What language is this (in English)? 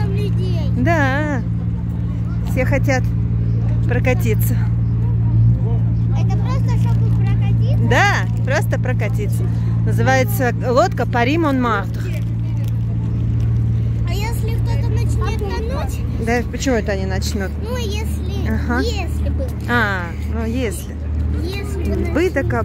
Russian